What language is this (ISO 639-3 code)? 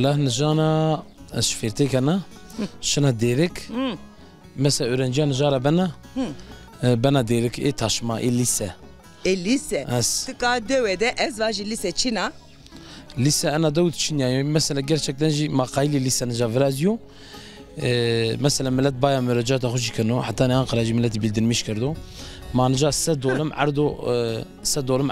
zza